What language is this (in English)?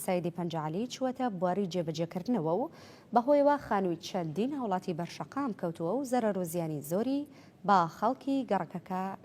Central Kurdish